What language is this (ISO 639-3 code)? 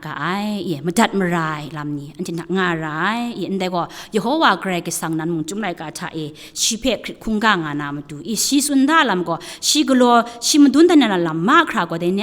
kac